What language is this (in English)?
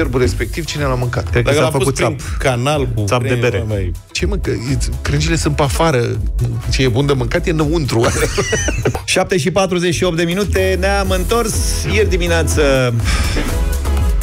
Romanian